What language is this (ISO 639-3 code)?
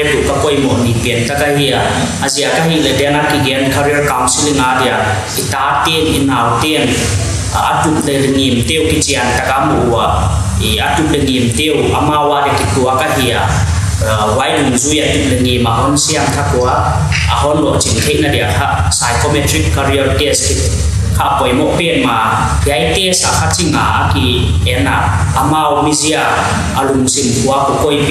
pck